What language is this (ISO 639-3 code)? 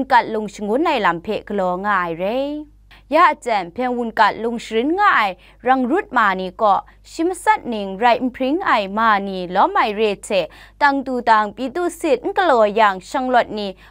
kac